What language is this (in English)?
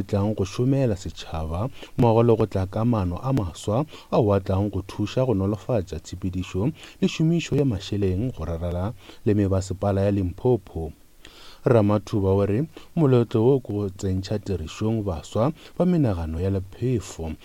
Northern Sotho